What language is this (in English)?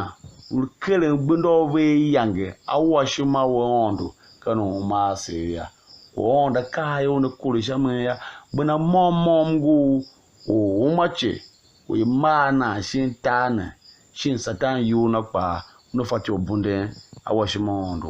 Tiv